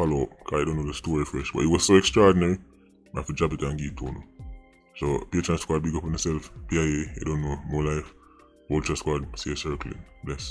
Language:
Jamaican Creole English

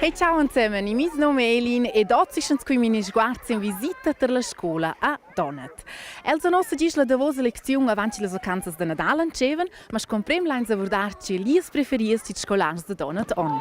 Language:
Romansh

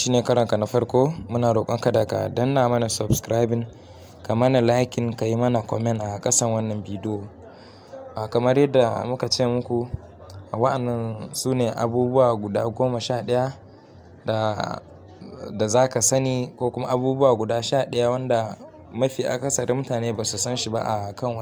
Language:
Hausa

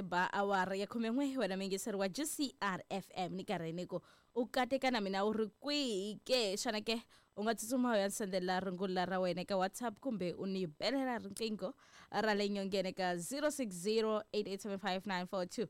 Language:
Tsonga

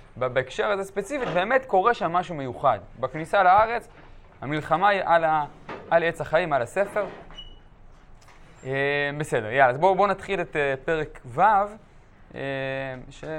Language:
Hebrew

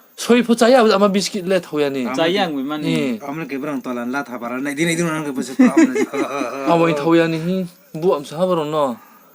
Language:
Riang (India)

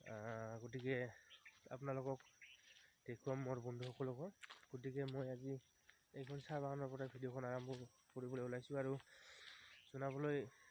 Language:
Assamese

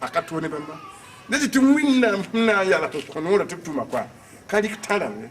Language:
Mossi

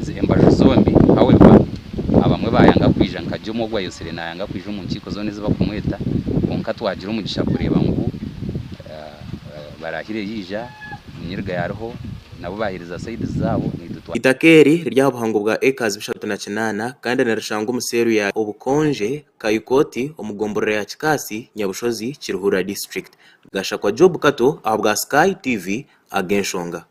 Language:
Nyankole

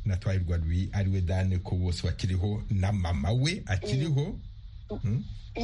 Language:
Kinyarwanda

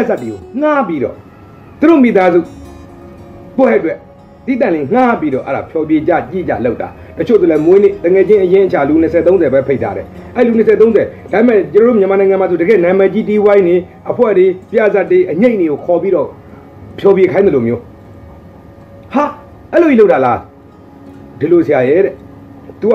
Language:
Burmese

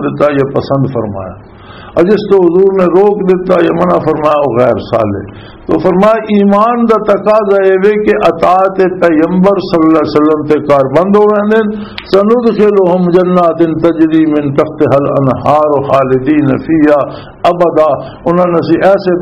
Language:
Western Panjabi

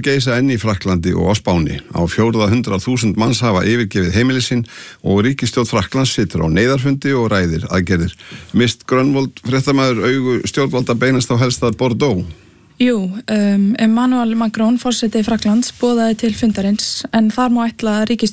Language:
Icelandic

